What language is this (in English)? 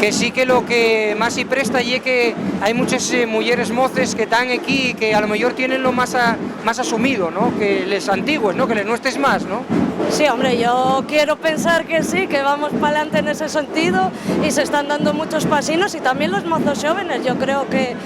Asturian